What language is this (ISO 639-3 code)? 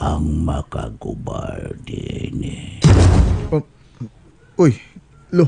ceb